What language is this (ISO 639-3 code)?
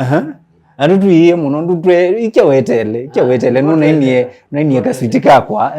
kam